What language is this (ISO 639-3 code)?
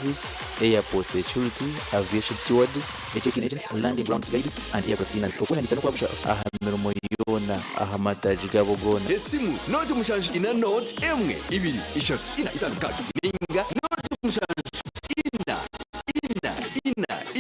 nyn